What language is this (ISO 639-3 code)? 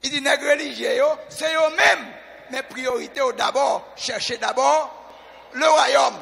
hat